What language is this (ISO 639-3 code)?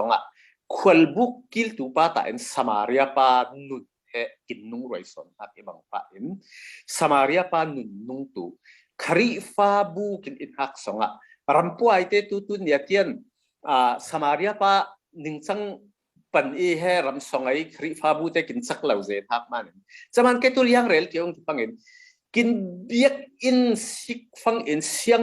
cfm